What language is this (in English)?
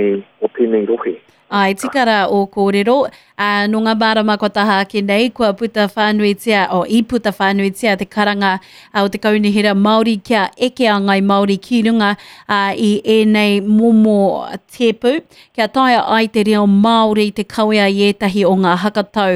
Māori